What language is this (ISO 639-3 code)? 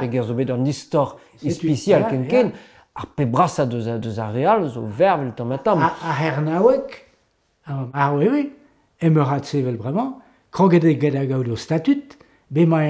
bre